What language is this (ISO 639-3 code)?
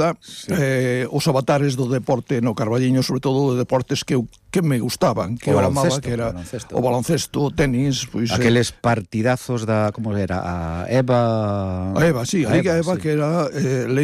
glg